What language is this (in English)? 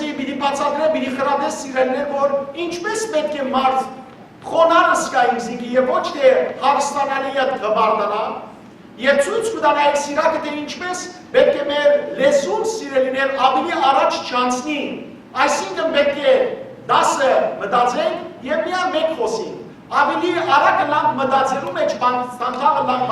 Western Armenian